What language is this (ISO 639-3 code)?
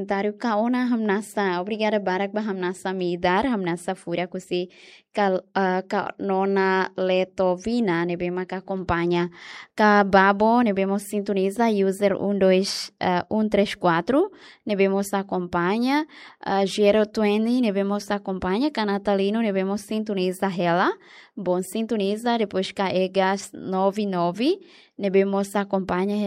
tet